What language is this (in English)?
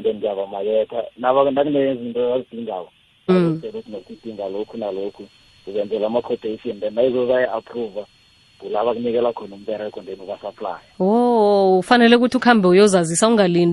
South Ndebele